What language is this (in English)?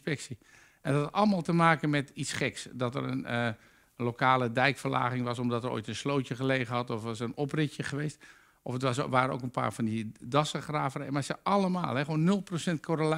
Dutch